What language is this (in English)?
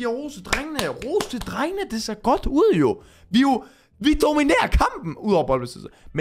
Danish